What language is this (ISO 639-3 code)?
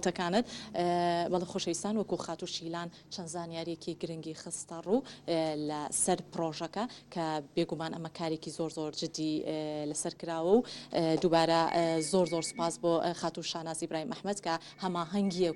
ckb